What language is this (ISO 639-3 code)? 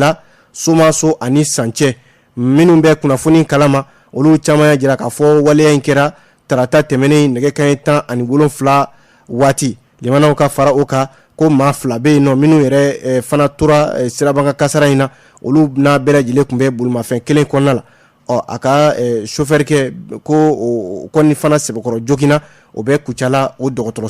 bam